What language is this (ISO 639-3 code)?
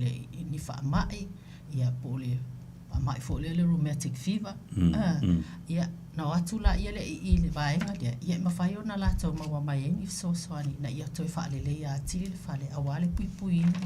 smo